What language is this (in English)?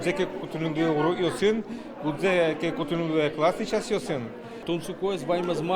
Udmurt